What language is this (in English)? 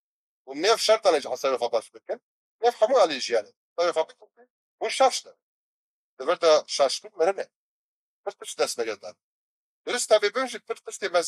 Kurdish